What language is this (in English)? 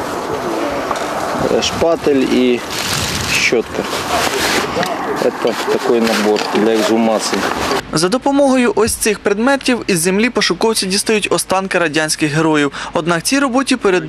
Ukrainian